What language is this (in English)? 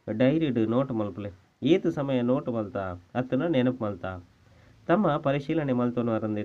Tulu